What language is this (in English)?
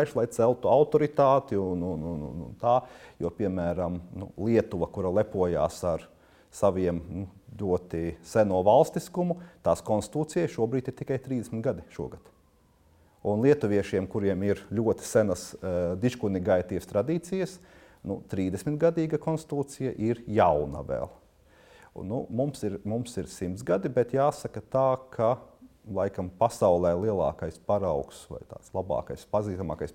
Latvian